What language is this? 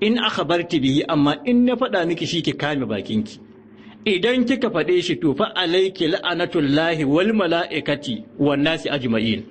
Hausa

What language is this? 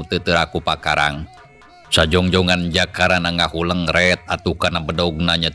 Sundanese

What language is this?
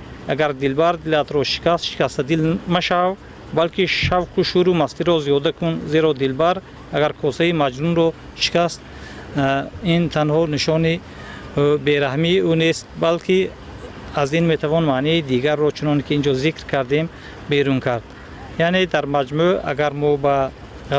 Tajik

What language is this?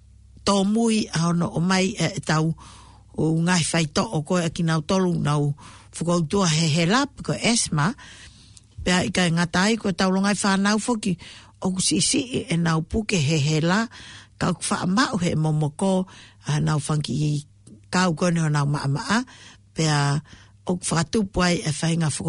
Tongan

